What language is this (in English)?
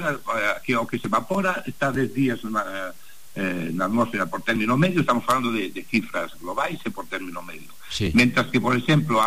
Galician